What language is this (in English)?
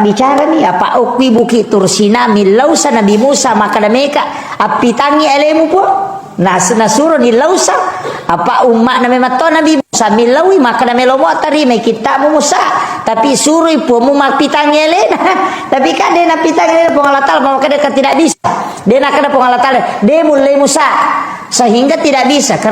Buginese